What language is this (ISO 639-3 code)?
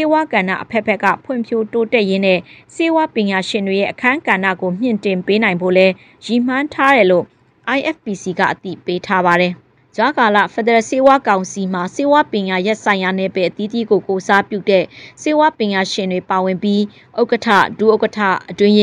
mya